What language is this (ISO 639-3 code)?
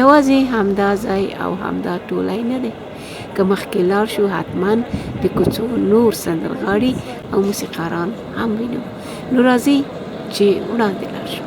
pus